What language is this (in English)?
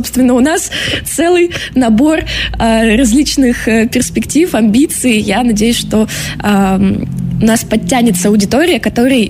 Russian